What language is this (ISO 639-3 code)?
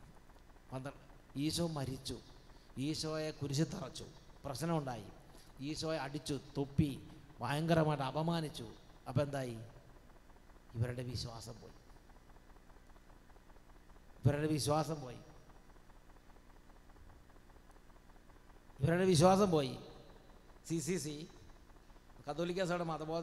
mal